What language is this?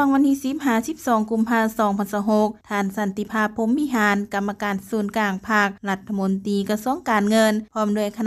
Lao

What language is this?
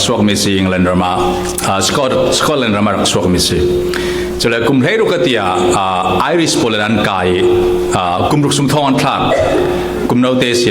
Falam Chin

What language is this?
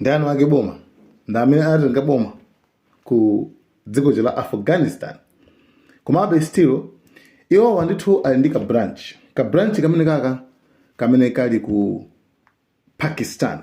Nyanja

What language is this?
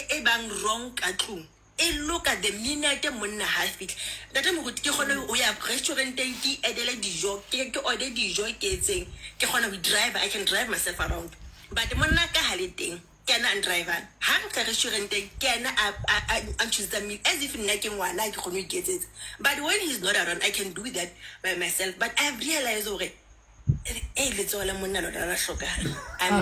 Southern Sotho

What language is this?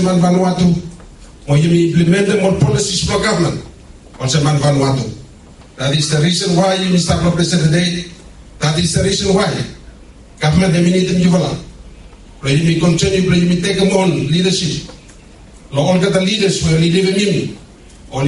Bislama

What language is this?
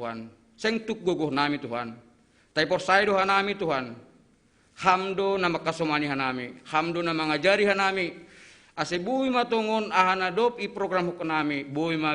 Batak Simalungun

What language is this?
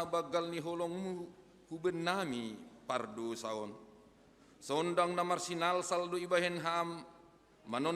Batak Simalungun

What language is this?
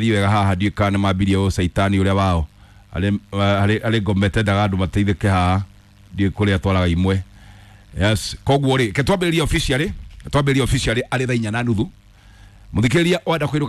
Kikuyu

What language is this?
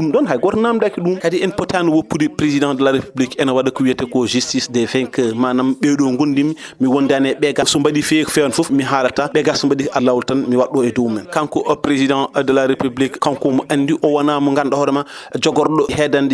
Fula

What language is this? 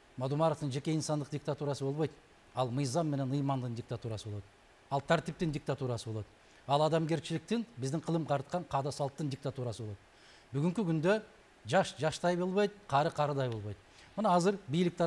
Kyrgyz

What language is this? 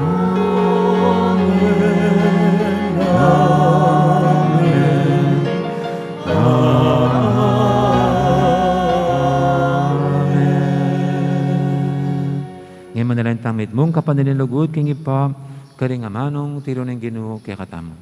Pampanga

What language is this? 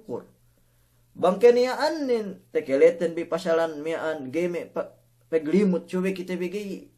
Yakan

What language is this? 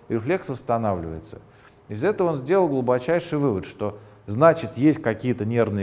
Russian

